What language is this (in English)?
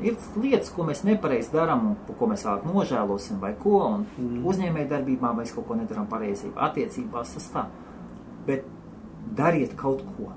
Latvian